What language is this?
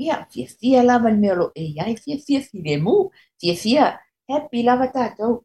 Samoan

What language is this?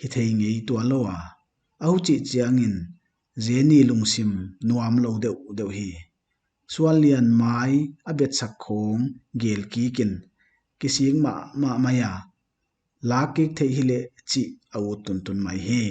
Paite Chin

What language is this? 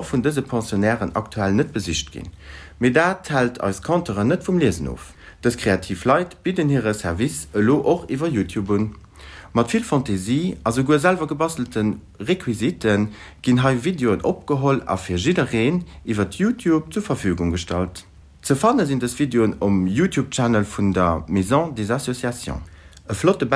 Luxembourgish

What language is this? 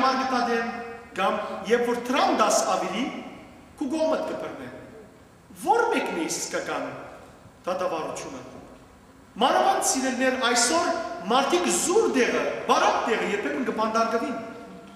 Western Armenian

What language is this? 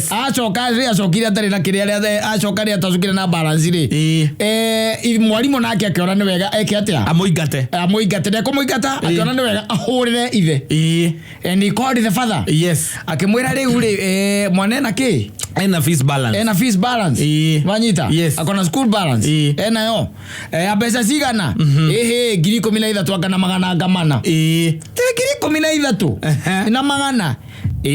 Kikuyu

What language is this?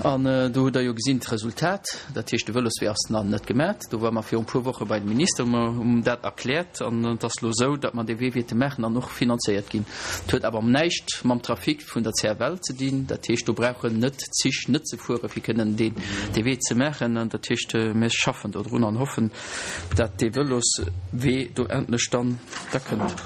Luxembourgish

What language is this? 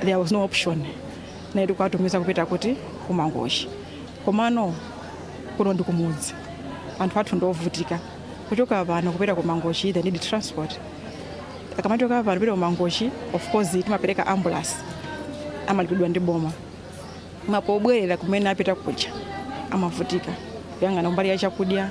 Nyanja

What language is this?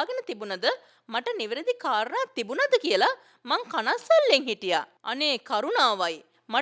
Sinhala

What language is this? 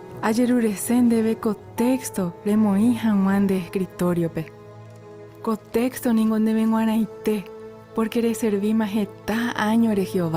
Guarani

